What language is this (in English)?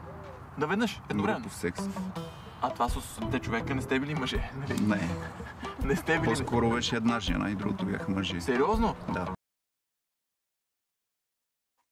Bulgarian